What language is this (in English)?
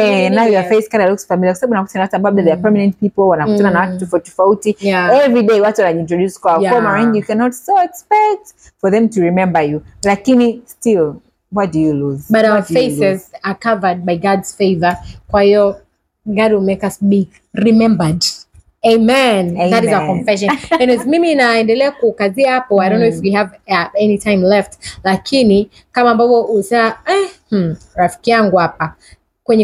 Swahili